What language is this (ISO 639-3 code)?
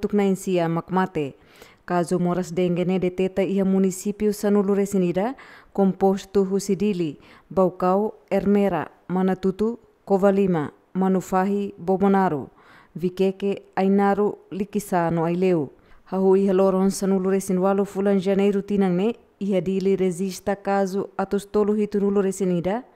tet